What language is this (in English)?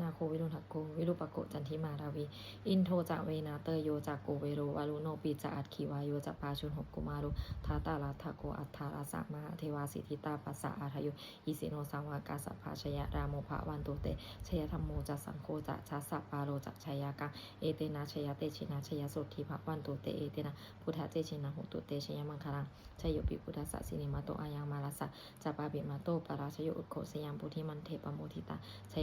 Pali